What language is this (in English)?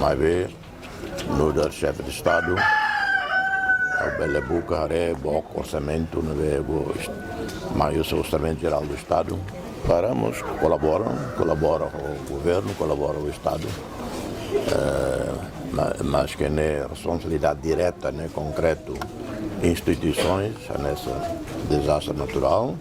Tetum